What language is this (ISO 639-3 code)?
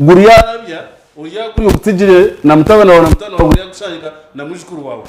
nyn